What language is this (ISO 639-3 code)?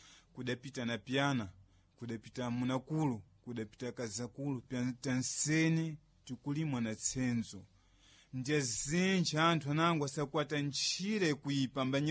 seh